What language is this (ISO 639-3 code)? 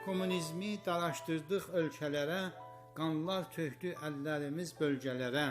azb